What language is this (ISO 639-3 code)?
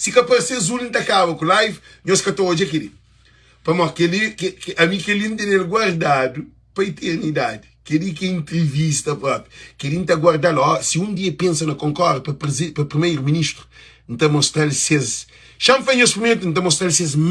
kea